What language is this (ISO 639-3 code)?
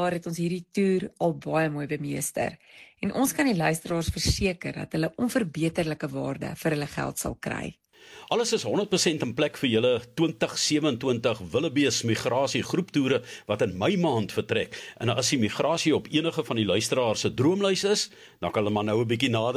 afr